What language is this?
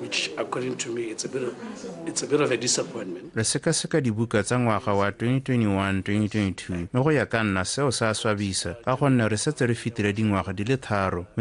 Tswana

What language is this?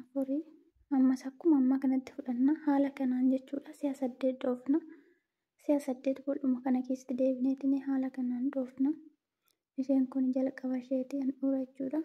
Oromo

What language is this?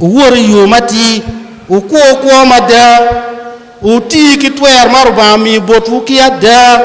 Acoli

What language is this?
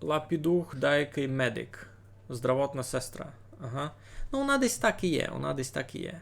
Rusyn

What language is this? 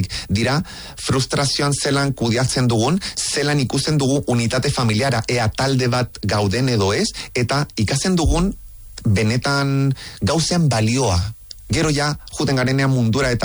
Basque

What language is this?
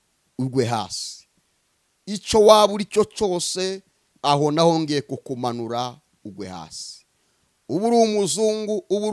Kinyarwanda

